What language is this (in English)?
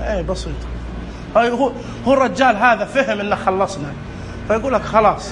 Najdi Arabic